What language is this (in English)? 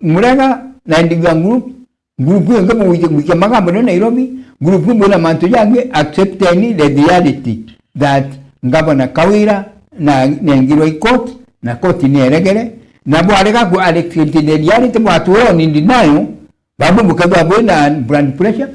Meru